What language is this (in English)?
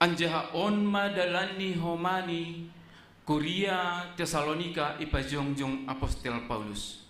Batak Simalungun